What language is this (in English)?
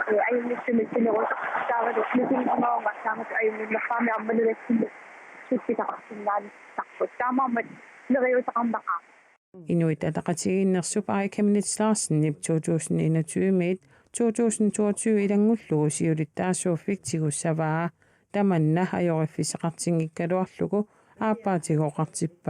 Kalaallisut